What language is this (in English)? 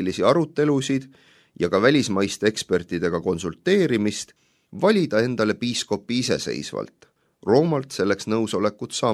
Estonian